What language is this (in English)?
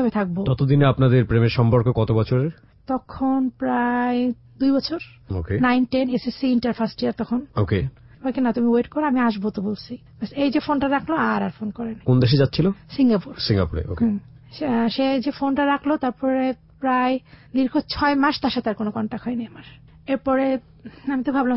Bangla